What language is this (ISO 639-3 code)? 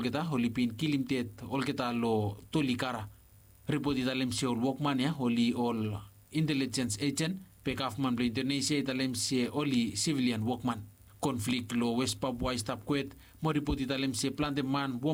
bis